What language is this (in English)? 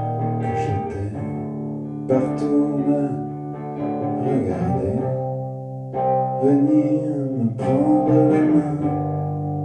French